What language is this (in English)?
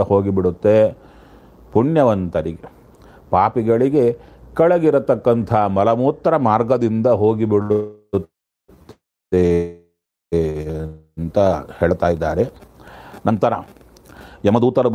Kannada